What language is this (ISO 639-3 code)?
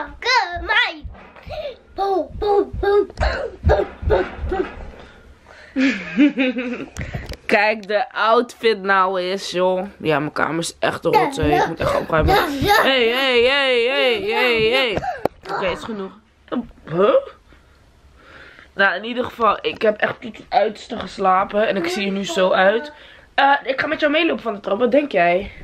nld